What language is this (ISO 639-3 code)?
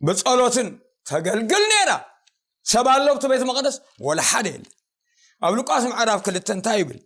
tir